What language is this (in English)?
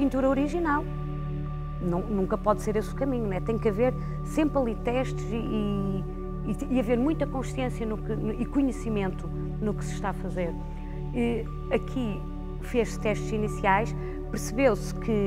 Portuguese